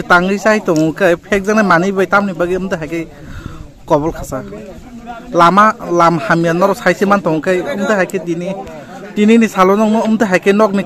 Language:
Kok Borok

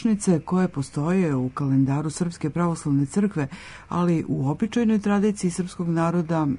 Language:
Serbian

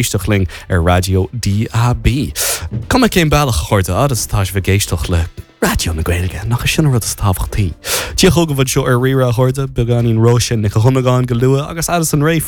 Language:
Irish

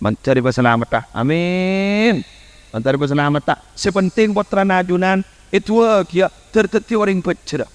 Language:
Madurese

